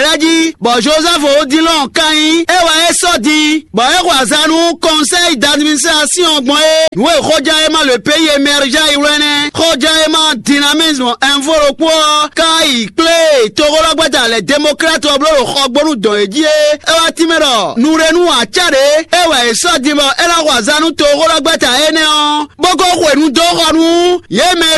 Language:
Fon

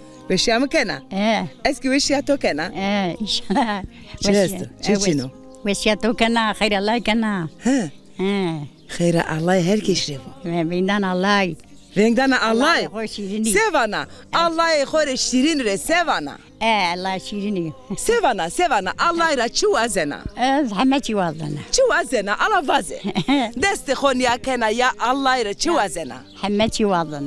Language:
Zaza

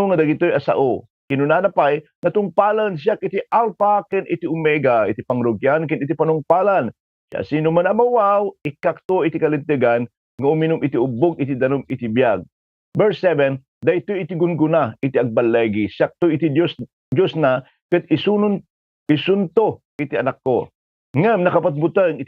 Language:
Iloko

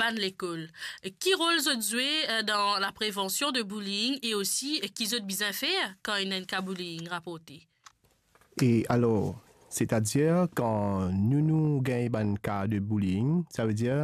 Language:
Morisyen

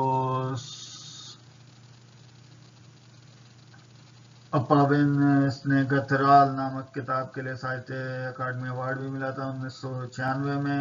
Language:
Hindi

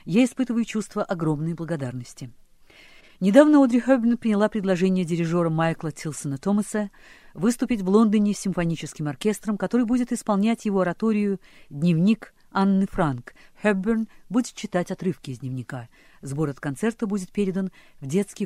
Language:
Russian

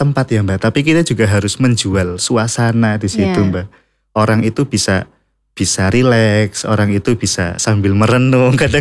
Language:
Indonesian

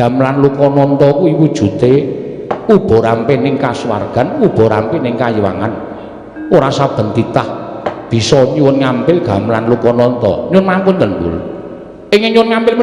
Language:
Javanese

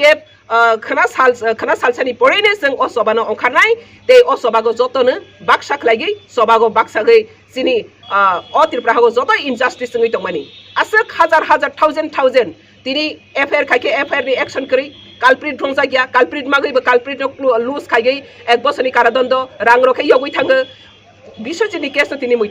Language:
Kok Borok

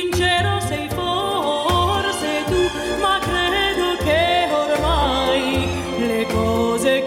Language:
French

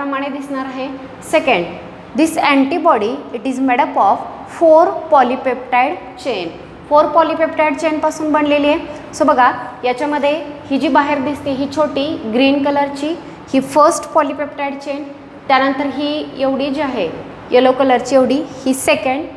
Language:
Marathi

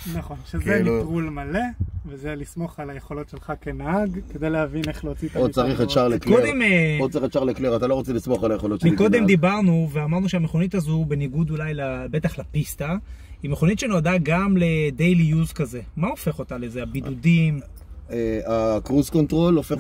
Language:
Hebrew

